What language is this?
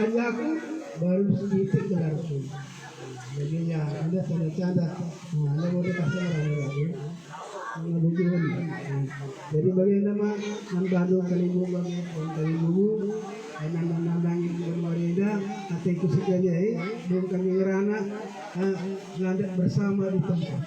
Batak Karo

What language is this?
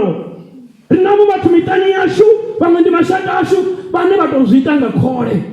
Venda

